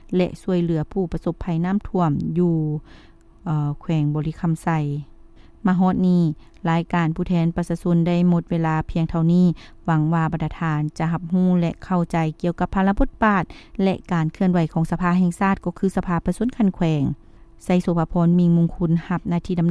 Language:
Lao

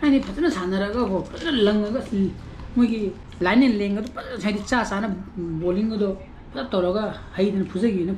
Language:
Manipuri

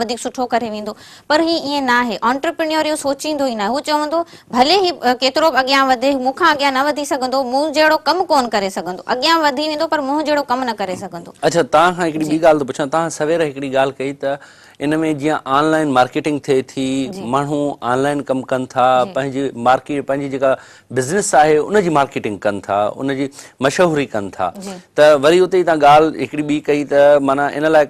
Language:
Sindhi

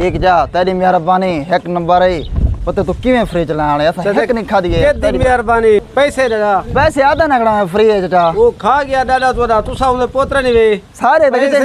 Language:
Saraiki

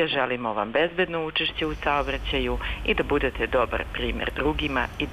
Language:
Serbian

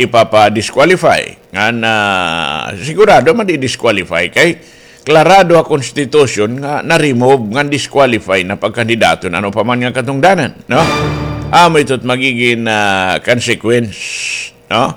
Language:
Waray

